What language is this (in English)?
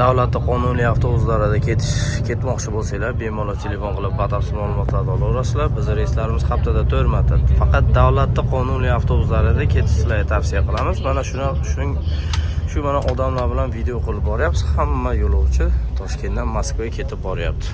Uzbek